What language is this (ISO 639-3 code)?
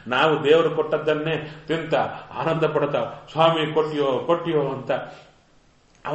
kan